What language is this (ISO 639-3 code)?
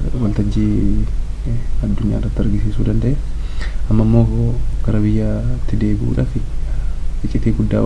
orm